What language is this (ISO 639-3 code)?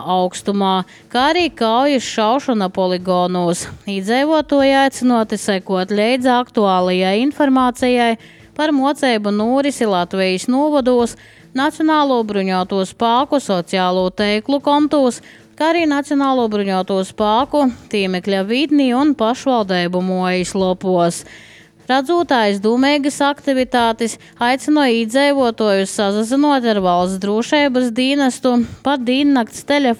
lav